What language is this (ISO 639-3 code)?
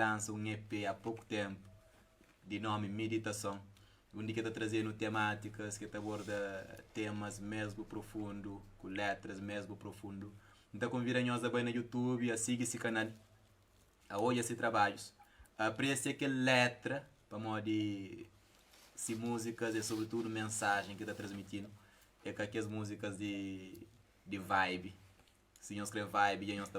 kea